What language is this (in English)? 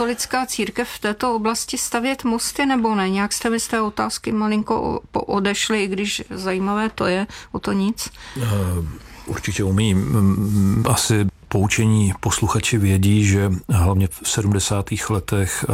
Czech